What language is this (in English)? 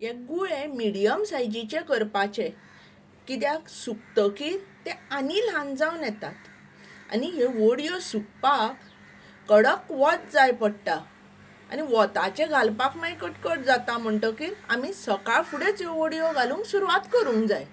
Konkani